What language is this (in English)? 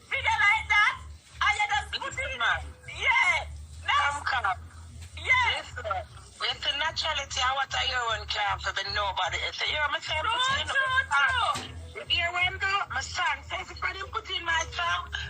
Jamaican Creole English